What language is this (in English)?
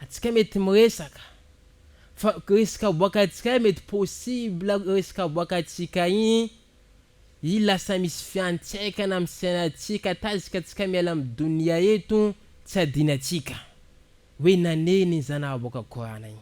Malagasy